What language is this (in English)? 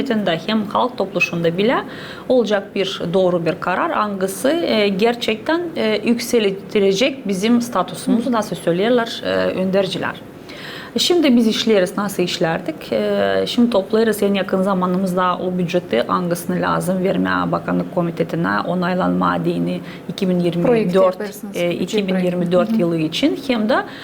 Gagauz